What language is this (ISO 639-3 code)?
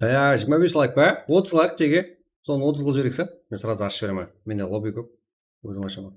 kaa